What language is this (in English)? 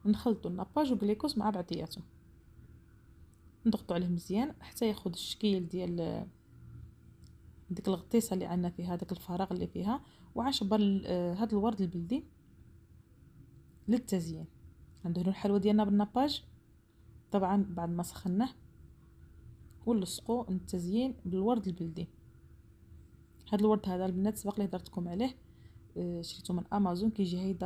Moroccan Arabic